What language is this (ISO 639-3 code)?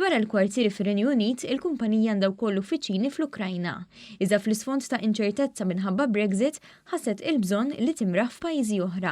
mlt